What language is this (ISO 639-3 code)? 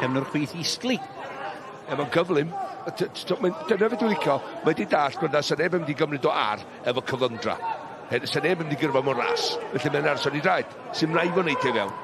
cym